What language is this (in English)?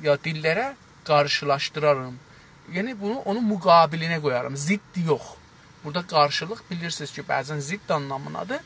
South Azerbaijani